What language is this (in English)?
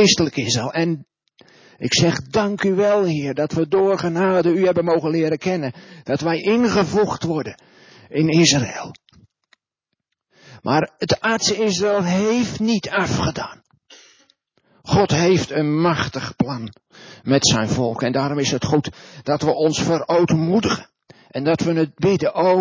Dutch